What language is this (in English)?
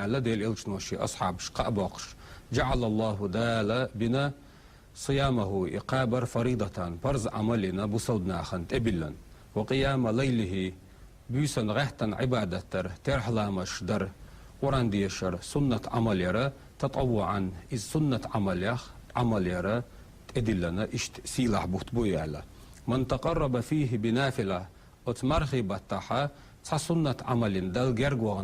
Chechen